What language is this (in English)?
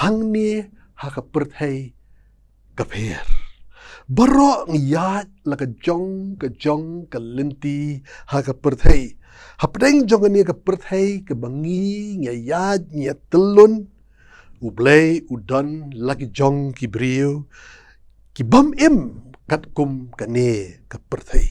Khasi